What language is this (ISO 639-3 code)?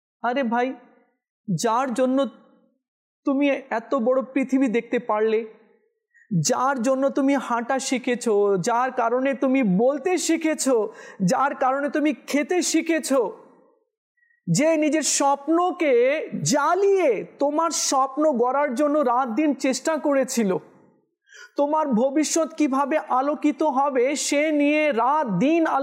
ben